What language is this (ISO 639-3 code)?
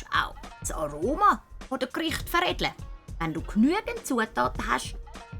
gsw